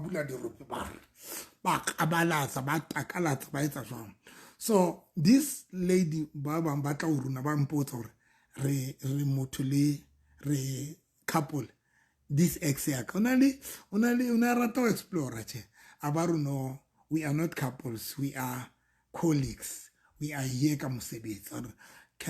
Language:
Southern Sotho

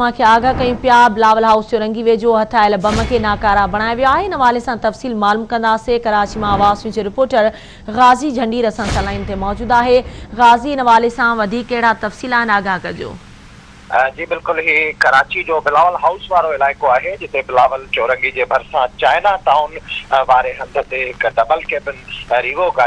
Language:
Sindhi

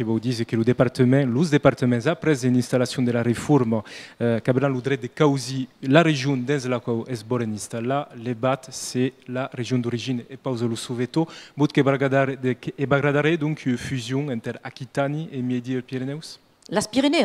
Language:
Occitan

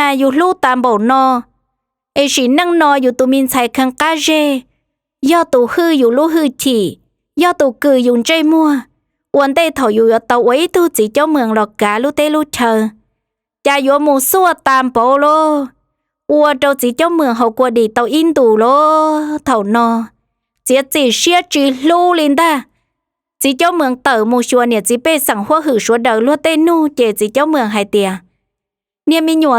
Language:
Hmong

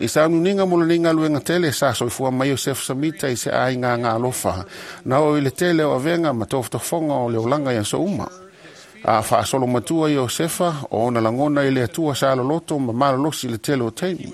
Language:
Samoan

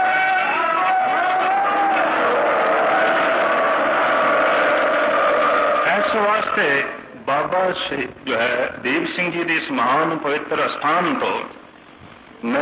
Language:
Punjabi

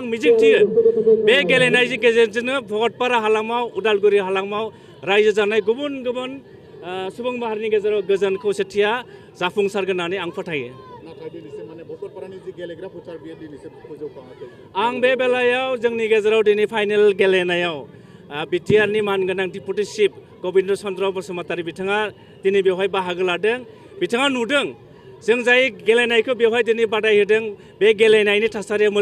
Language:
Bodo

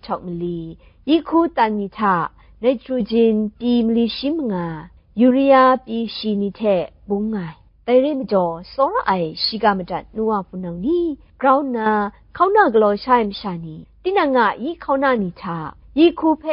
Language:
Kachin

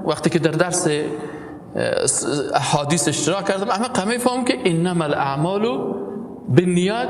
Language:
Persian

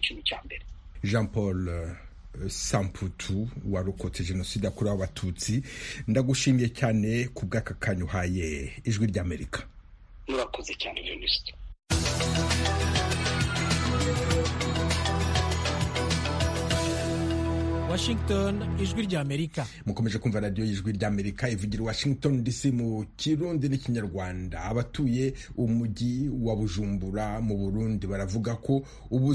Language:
Kinyarwanda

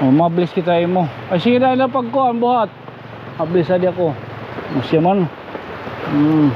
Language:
Waray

